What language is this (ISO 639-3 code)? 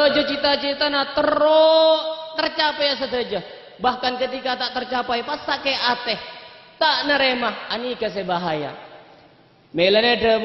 mad